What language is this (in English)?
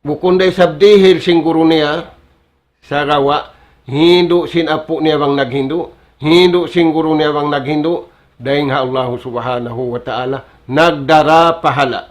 Tausug